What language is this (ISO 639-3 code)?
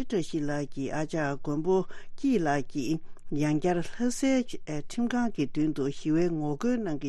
bod